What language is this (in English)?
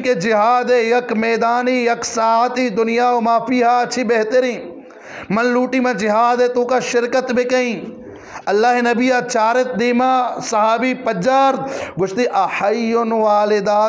Eastern Balochi